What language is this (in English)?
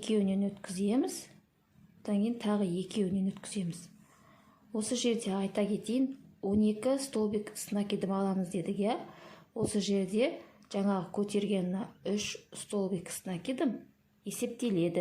Kazakh